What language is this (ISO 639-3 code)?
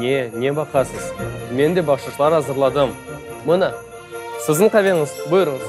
crh